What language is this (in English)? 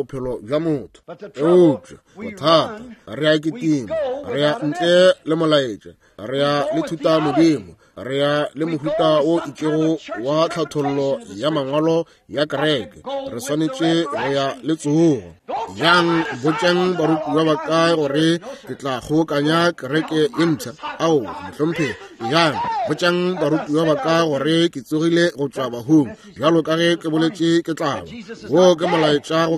Northern Sotho